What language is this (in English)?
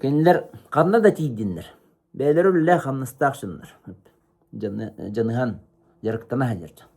Yakut